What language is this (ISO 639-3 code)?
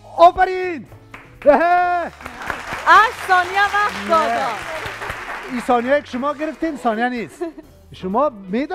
fas